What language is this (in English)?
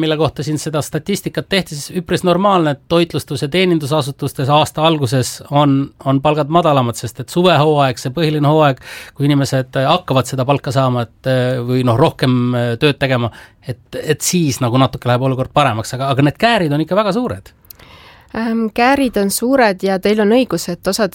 Estonian